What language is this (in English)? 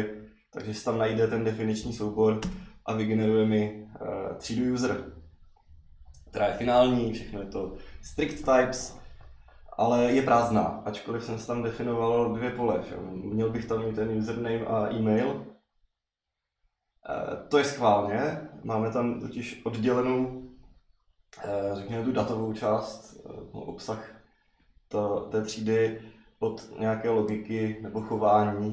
Czech